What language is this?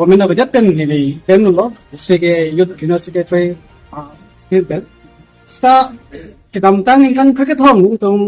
Karbi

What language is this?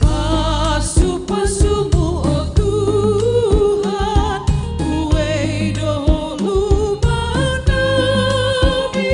Batak Simalungun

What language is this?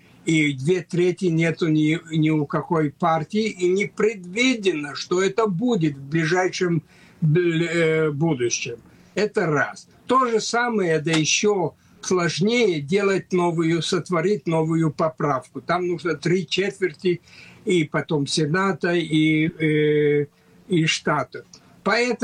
Russian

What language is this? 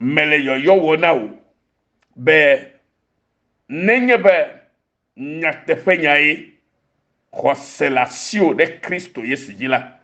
Ewe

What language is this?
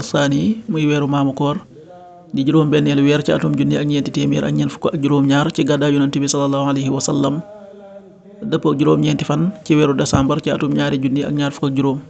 Wolof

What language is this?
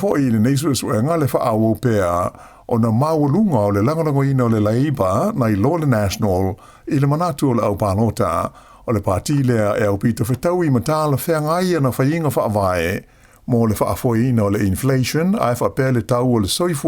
Samoan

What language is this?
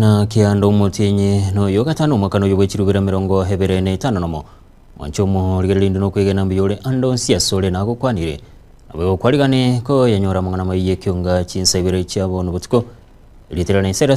Gusii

